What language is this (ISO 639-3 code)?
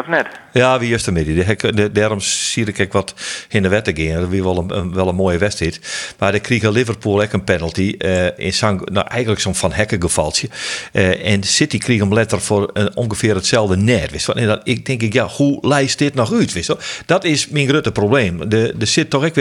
fry